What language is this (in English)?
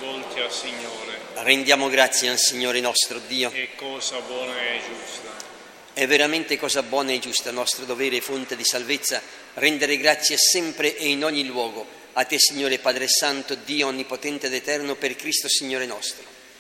Italian